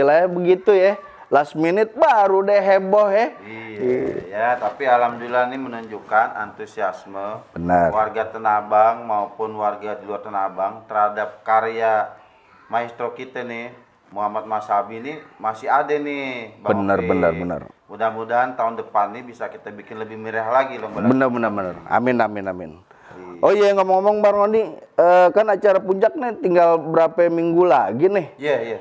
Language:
Betawi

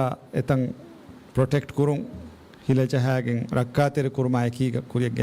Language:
Divehi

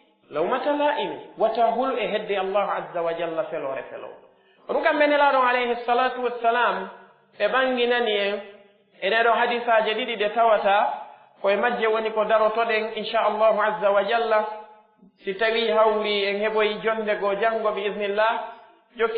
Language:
Pular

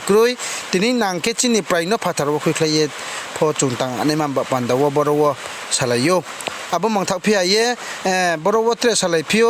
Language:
Riang (India)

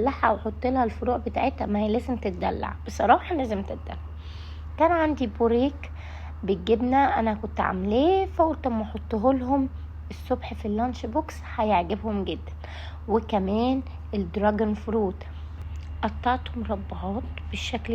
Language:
Egyptian Arabic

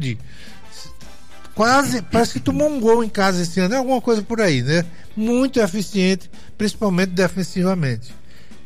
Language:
Portuguese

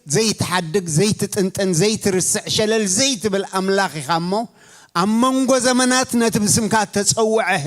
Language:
Tigrinya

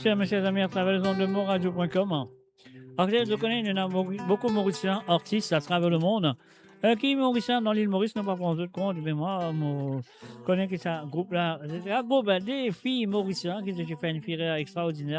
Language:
Morisyen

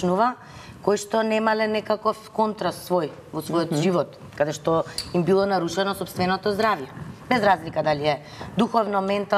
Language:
Macedonian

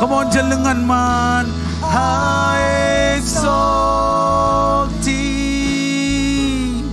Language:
Marshallese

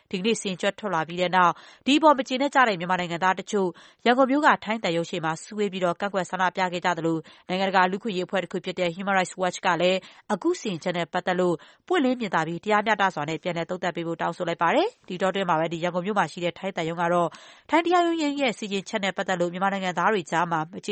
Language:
Burmese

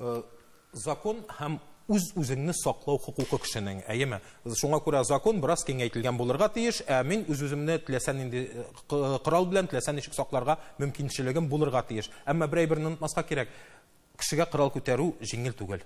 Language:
Tatar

